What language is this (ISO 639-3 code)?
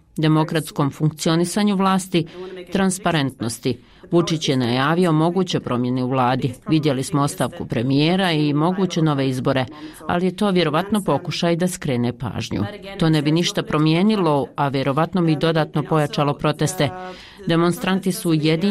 bos